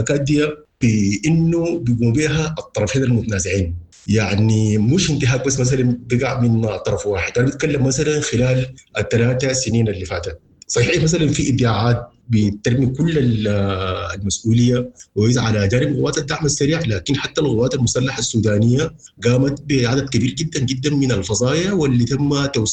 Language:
Sudanese Arabic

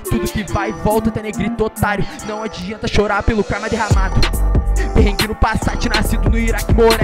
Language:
Portuguese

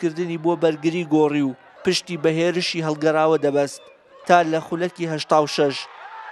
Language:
Central Kurdish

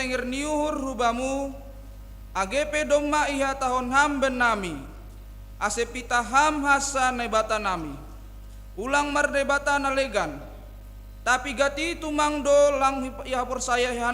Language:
Batak Simalungun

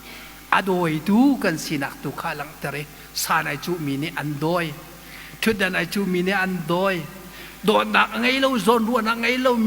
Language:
Hakha Chin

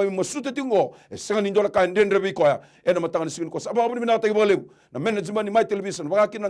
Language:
Fijian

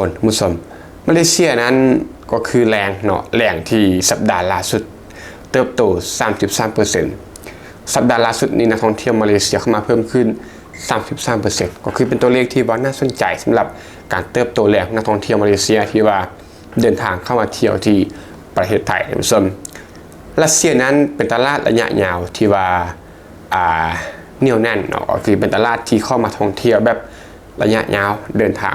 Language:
Lao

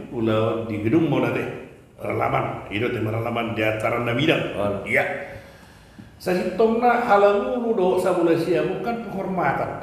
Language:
Batak Toba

